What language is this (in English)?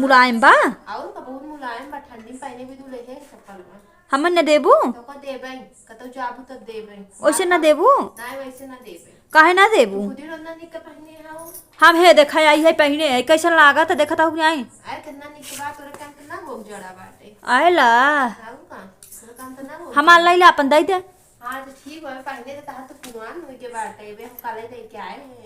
Awadhi